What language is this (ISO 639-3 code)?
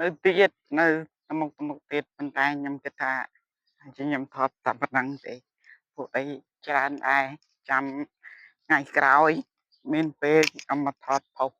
khm